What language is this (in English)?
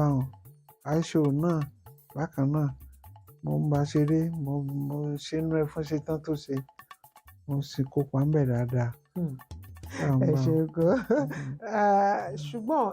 Yoruba